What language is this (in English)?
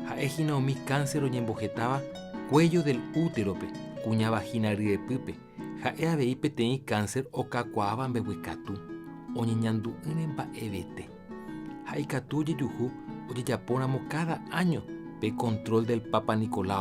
Guarani